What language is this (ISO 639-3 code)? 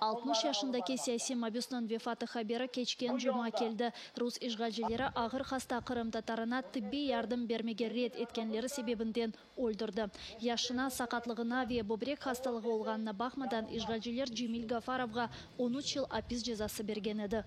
crh